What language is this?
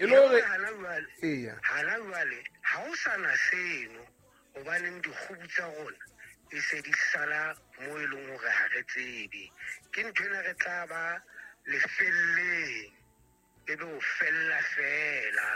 Southern Sotho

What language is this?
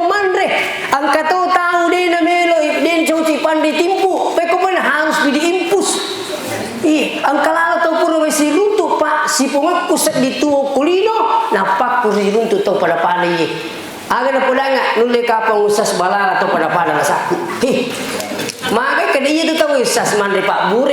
Buginese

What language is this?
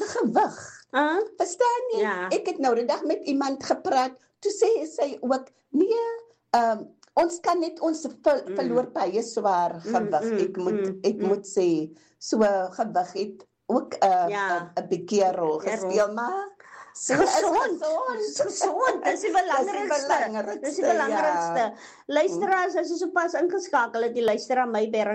Afrikaans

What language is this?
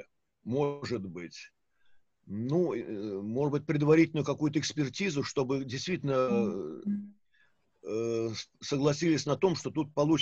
Russian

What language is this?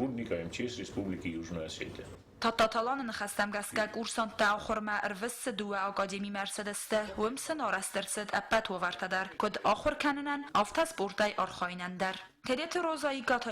Ossetic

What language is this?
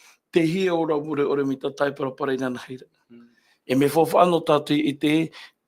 Tahitian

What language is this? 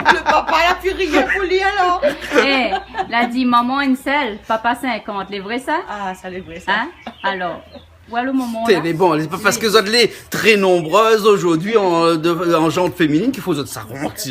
Réunion Creole French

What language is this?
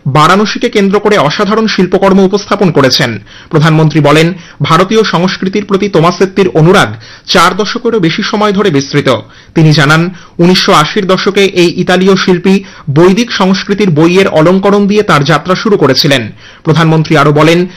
Bangla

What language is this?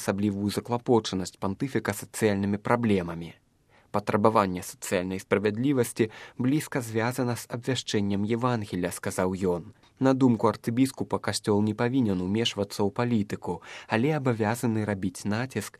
Belarusian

